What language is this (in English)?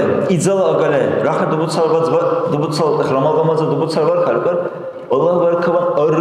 Dargwa